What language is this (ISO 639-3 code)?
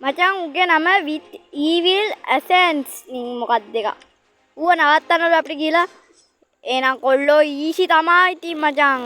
sin